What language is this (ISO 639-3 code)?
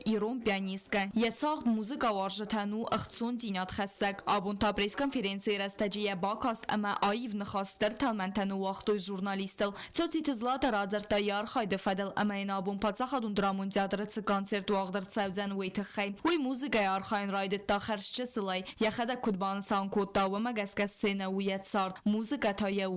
oss